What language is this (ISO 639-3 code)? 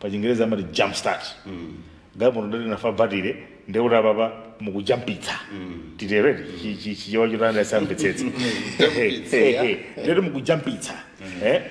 nya